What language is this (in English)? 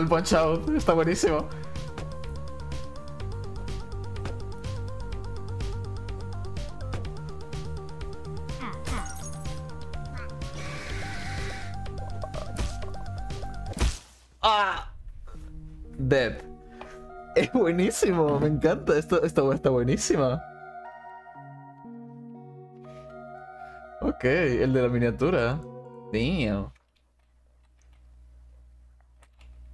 Spanish